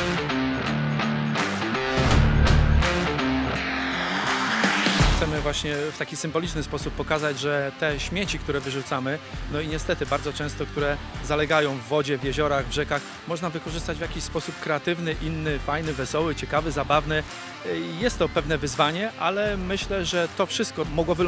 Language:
Polish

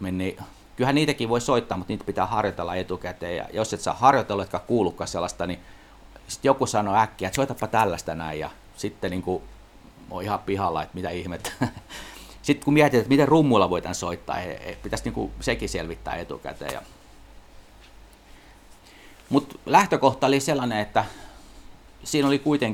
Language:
Finnish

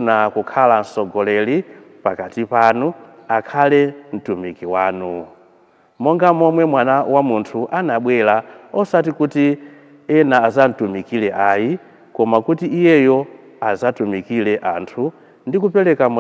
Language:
Nyanja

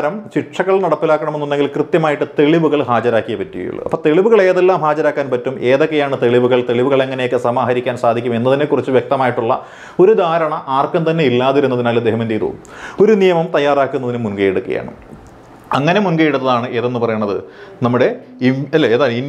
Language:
Malayalam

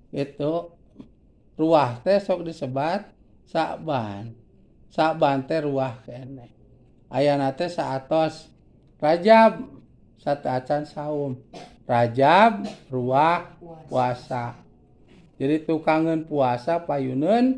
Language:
Sundanese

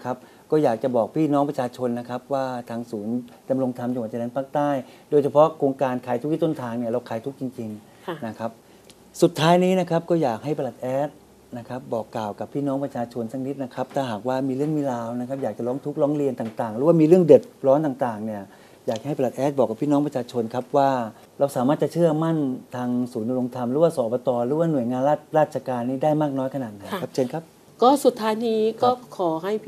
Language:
Thai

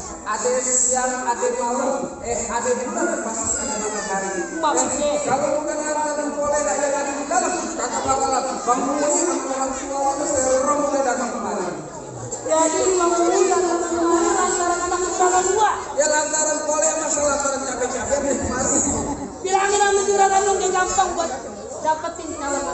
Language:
Betawi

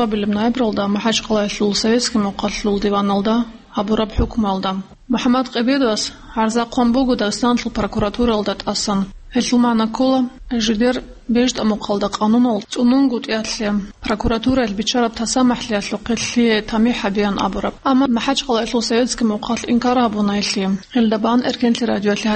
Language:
Avaric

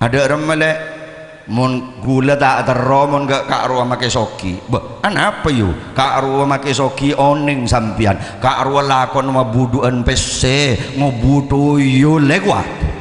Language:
Madurese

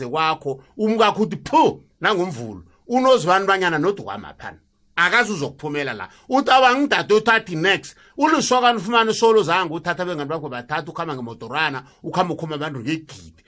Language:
South Ndebele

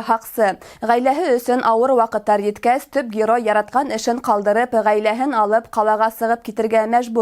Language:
Bashkir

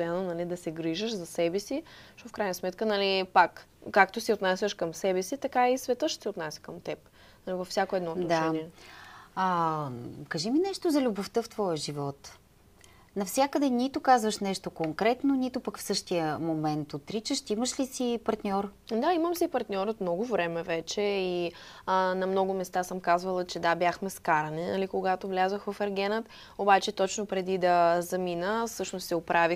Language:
Bulgarian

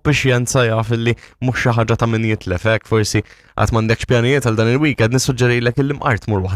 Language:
Maltese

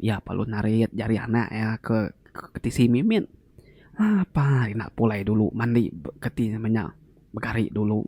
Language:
Iban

